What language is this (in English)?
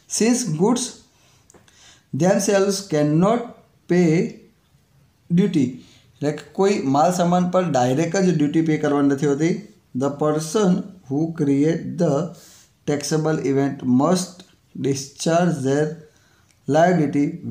Gujarati